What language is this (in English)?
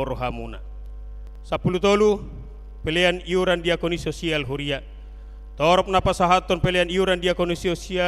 Batak Toba